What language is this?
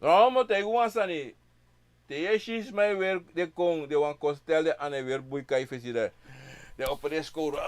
Sranan Tongo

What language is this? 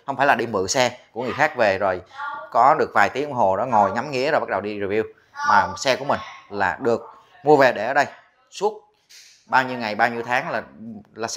Vietnamese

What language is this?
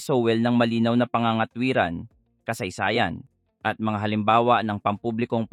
Filipino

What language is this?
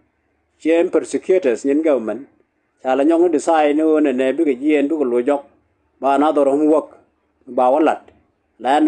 Nuer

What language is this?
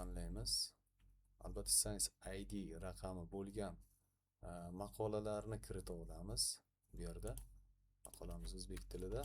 Uzbek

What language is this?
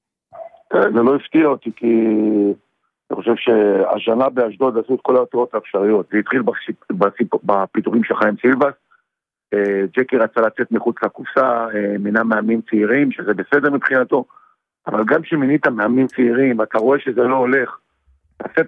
Hebrew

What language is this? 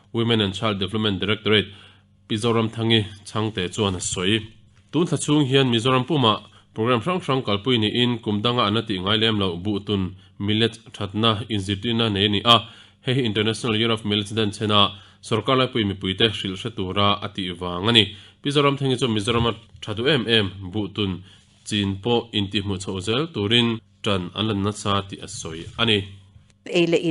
Mizo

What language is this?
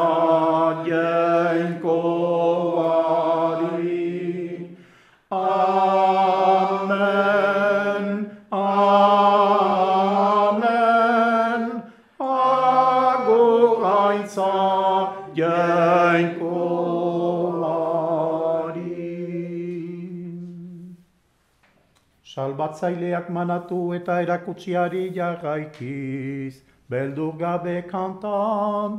Basque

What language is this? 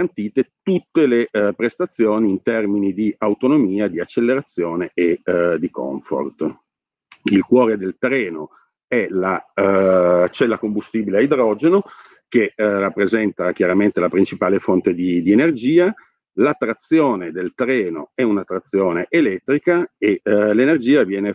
Italian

